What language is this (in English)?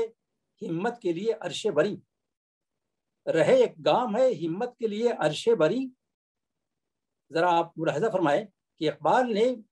Urdu